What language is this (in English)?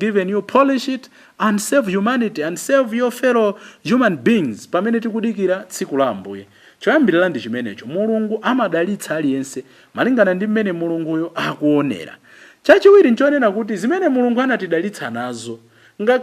Nyanja